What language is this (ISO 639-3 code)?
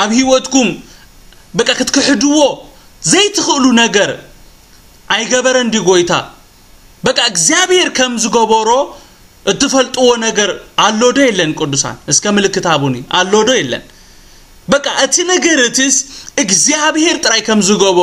tir